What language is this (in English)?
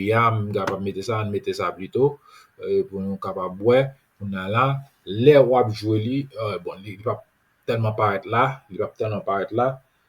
Haitian Creole